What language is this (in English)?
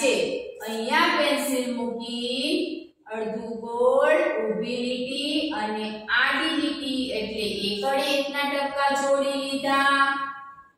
Gujarati